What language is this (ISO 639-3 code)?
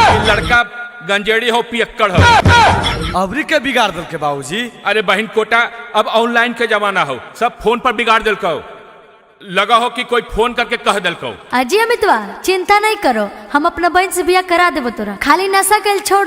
mag